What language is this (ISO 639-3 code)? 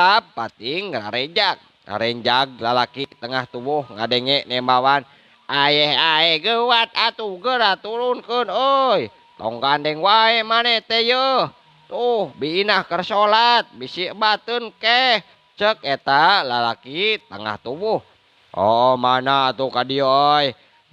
sun